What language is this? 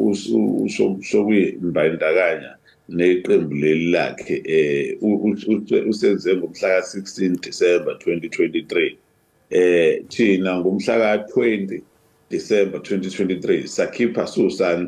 Zulu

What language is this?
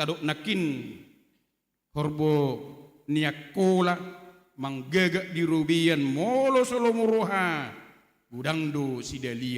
Batak Toba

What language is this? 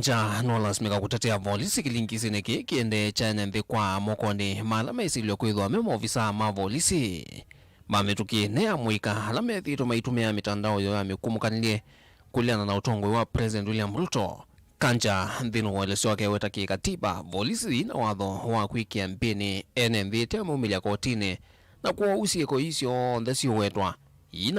Kamba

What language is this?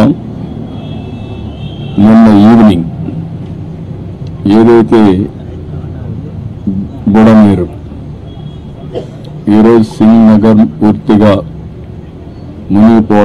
Telugu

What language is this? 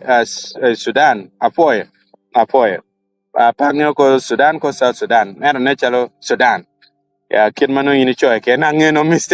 Acoli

